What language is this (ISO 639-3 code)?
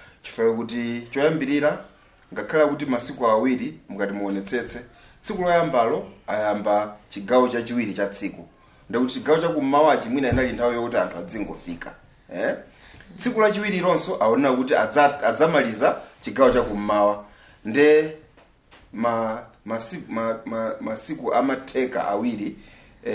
nya